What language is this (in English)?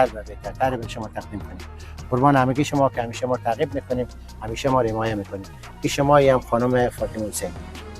Persian